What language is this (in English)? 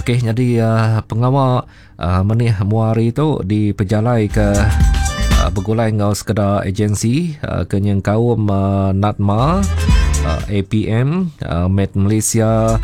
Iban